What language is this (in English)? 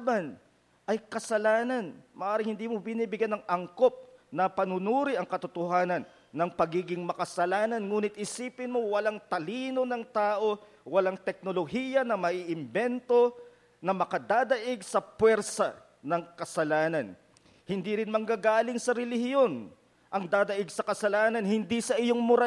Filipino